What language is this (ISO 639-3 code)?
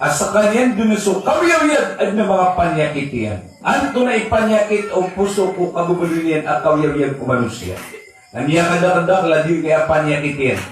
mrw